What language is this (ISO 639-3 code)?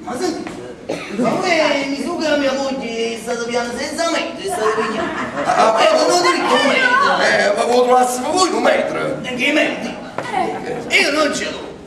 nap